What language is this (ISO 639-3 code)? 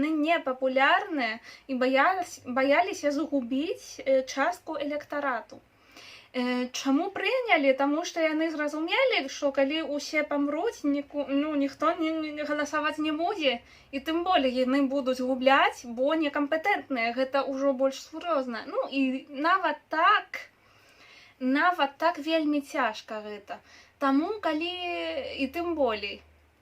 bel